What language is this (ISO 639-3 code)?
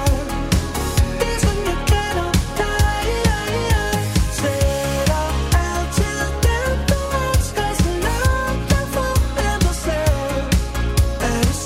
dan